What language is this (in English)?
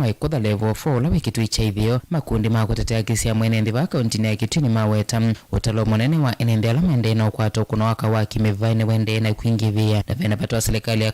Kamba